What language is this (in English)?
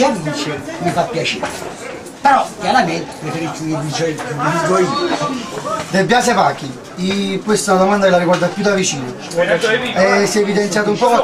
Italian